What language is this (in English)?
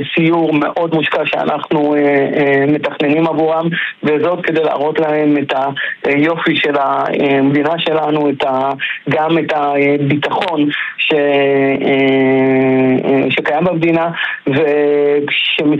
Hebrew